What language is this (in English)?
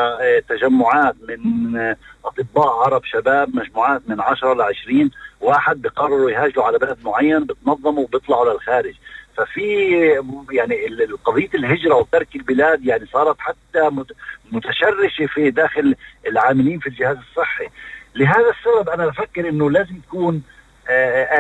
North Levantine Arabic